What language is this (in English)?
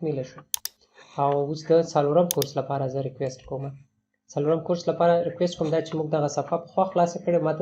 Pashto